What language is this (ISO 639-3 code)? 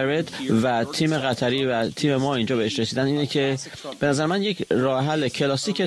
fas